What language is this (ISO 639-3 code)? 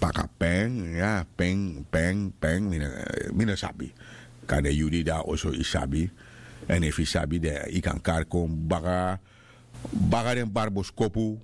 srn